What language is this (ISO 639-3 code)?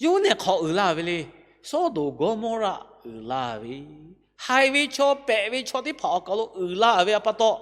lhu